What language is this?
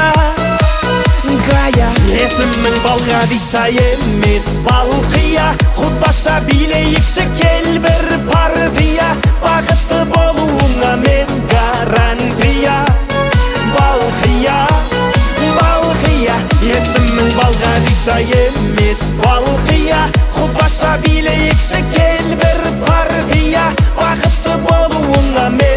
Kazakh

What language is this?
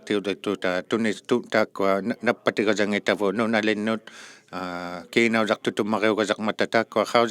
Inuktitut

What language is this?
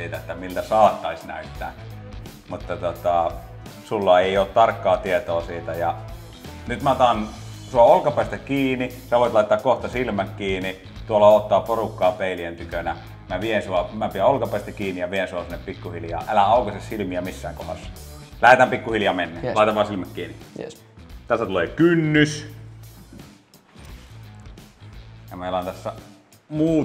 Finnish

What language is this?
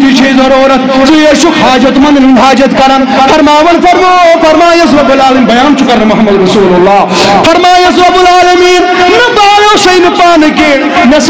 Kashmiri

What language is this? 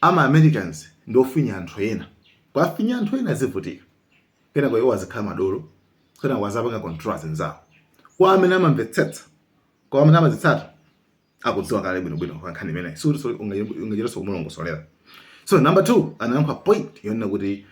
Nyanja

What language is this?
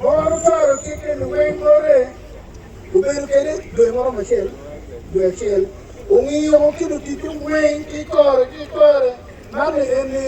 Acoli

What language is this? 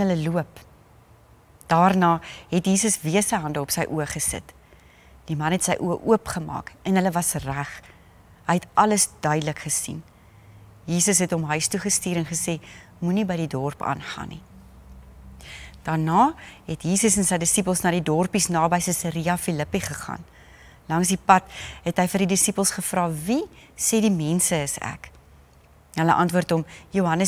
Afrikaans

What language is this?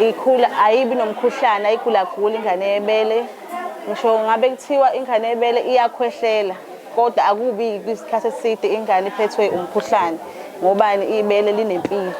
Zulu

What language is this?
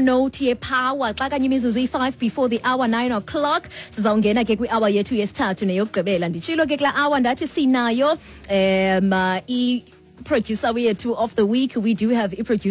Xhosa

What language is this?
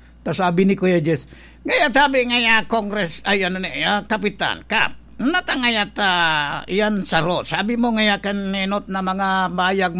Bikol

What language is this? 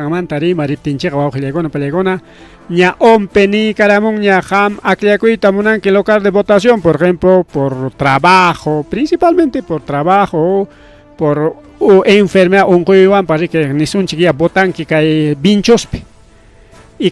Ayacucho Quechua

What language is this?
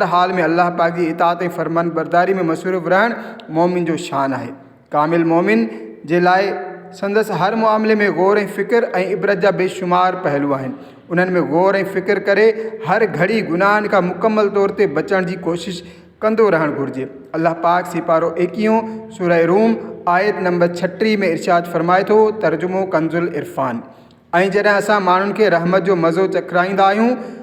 Sindhi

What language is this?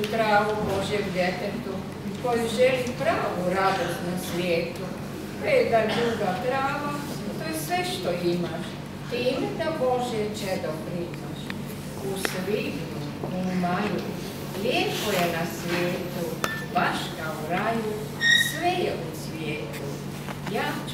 Croatian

